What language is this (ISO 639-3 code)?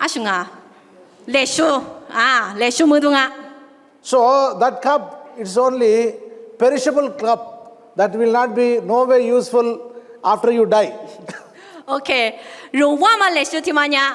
lis